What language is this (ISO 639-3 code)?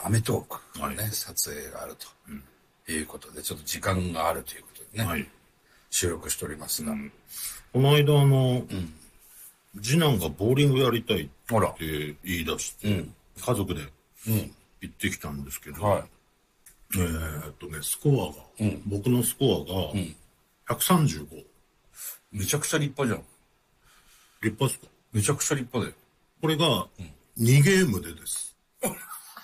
jpn